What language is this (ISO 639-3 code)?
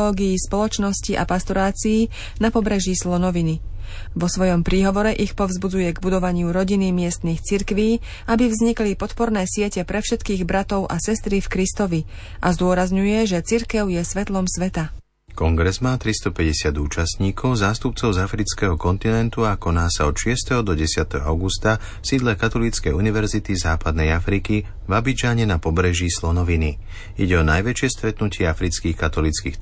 slk